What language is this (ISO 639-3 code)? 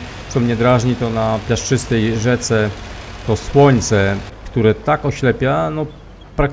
pol